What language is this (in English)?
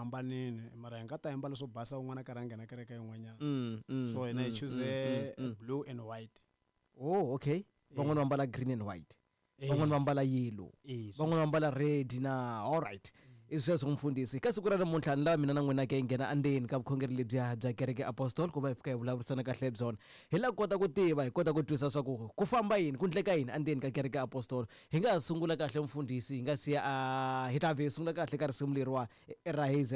Tsonga